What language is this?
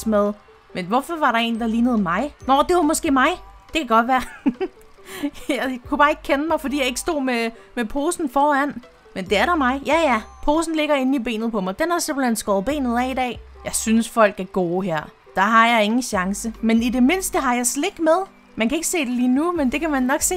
Danish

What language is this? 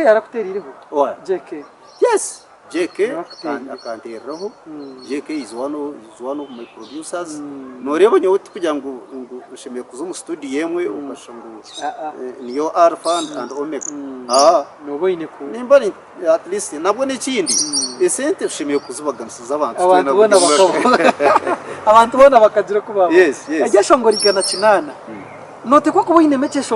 Nyankole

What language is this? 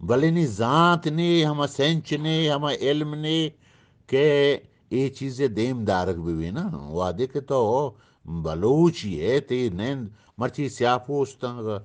Eastern Balochi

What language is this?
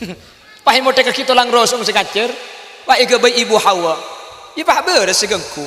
Madurese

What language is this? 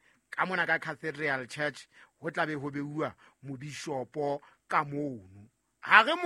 Southern Sotho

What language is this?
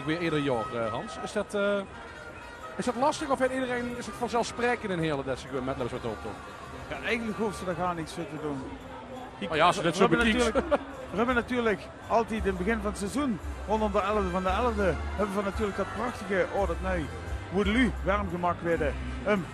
Limburgish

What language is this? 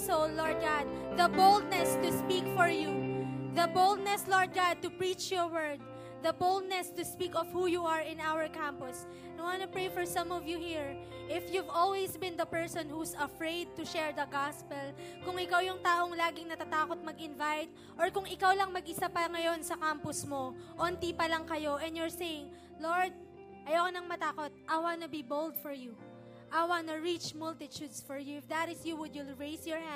Filipino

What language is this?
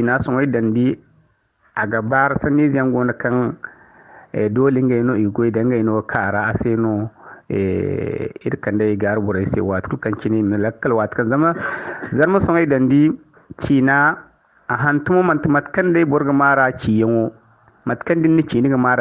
Zarma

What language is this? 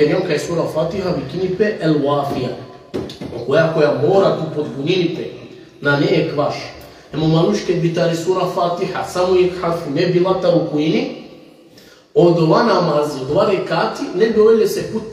Balkan Romani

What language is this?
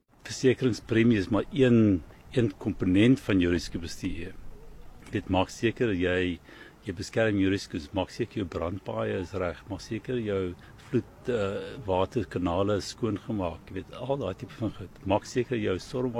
Afrikaans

